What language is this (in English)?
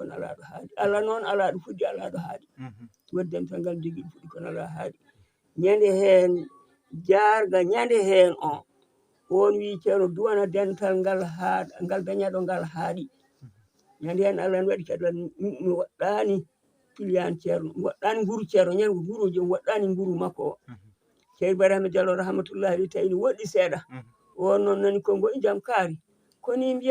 Fula